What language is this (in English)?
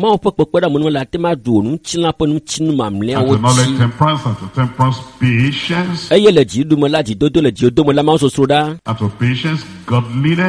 Ewe